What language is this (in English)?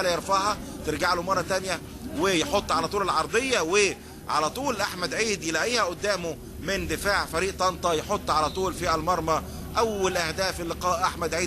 Egyptian Arabic